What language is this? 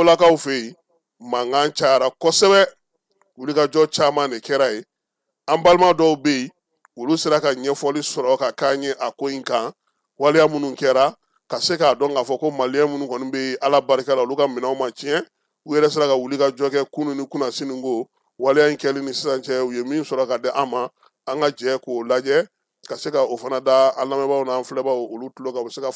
Bambara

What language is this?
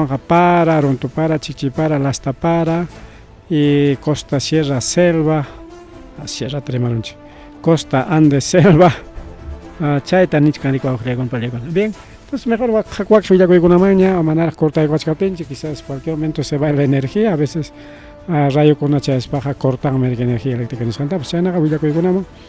Ayacucho Quechua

